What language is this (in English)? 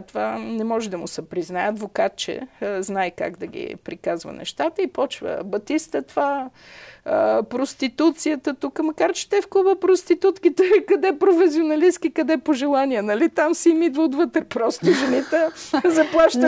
Bulgarian